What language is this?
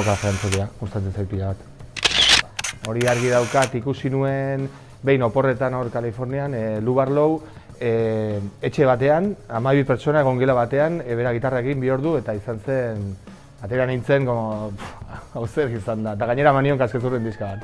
Basque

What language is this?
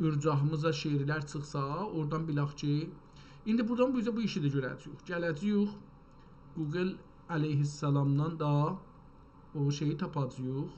South Azerbaijani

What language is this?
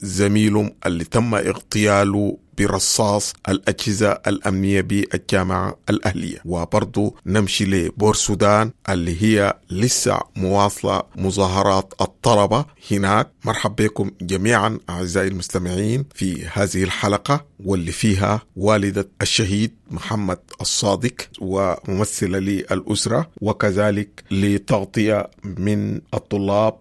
Sudanese Arabic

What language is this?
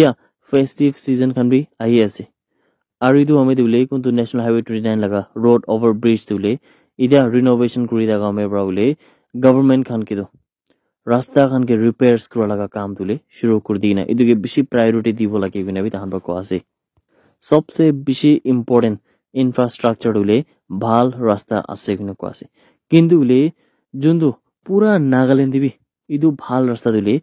Naga Pidgin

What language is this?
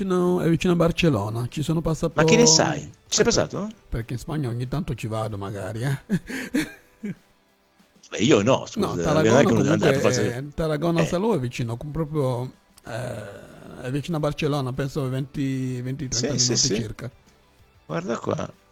Italian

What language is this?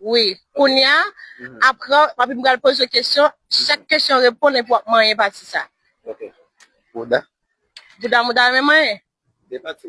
Haitian Creole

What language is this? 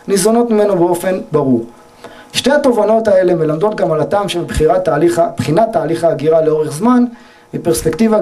Hebrew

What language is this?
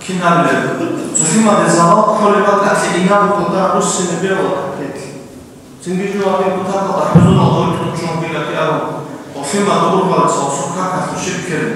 Avaric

